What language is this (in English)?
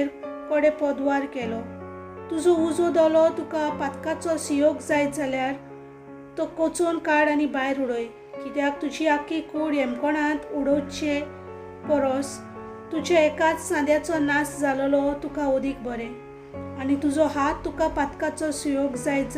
Konkani